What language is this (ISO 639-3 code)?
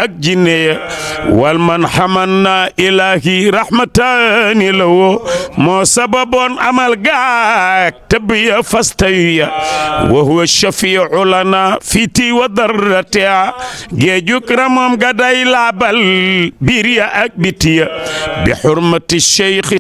wol